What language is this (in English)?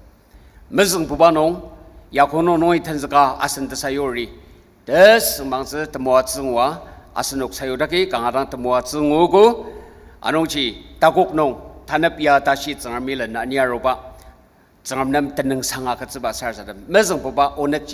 Ao Naga